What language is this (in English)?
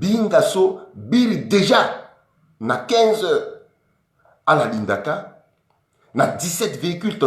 Sango